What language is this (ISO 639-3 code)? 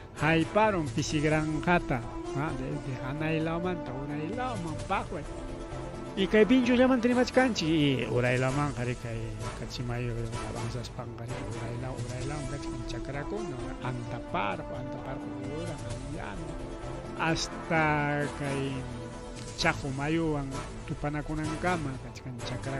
quy